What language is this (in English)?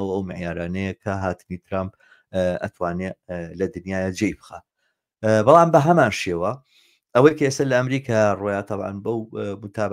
Central Kurdish